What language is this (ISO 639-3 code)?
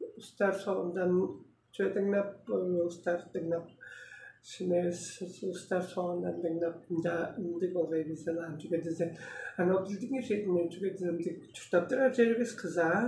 tyv